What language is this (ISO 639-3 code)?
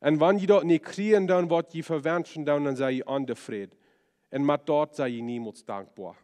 pdt